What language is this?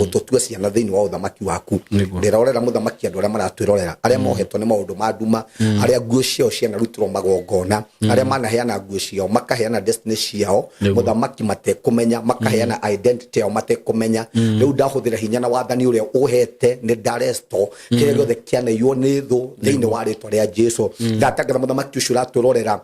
Kikuyu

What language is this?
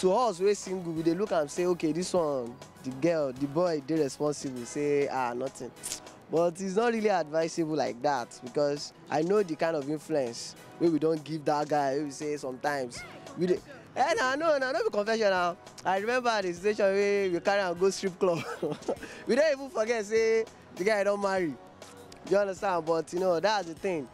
Nigerian Pidgin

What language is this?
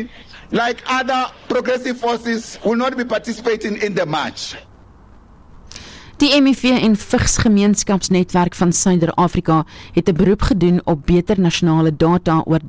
Afrikaans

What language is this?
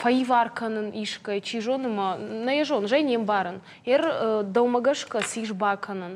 Ossetic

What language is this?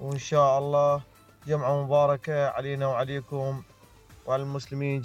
Mesopotamian Arabic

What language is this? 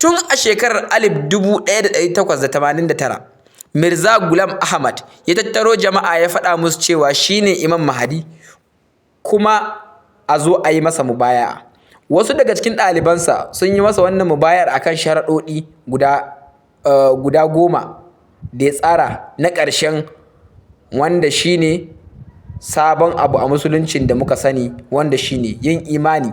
Hausa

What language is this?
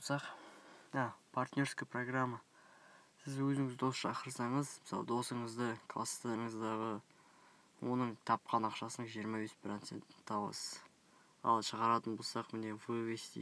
Kazakh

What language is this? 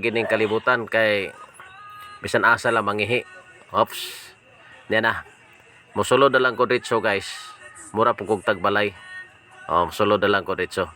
Cebuano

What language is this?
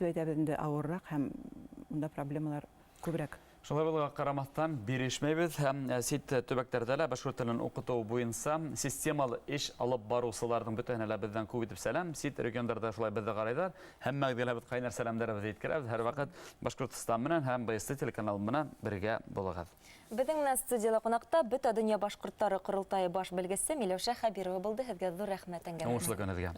Bashkir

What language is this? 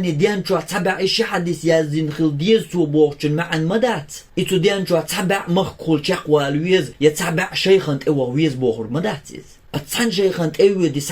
Chechen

